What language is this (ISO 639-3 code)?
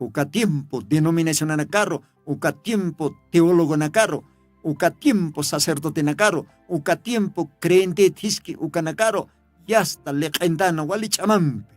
aym